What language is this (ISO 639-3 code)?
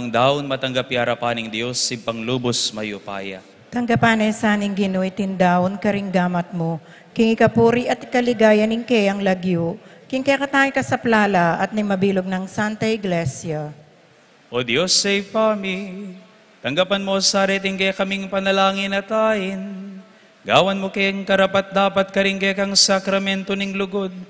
pam